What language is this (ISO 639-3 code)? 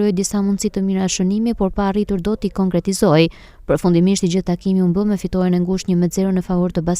sqi